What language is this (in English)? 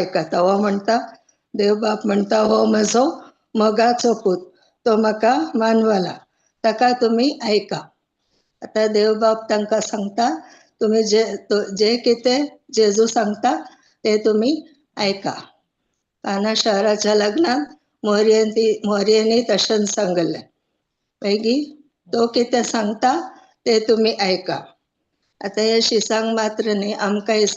Konkani